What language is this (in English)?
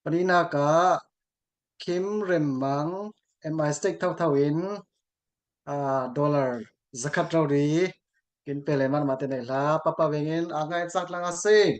Falam Chin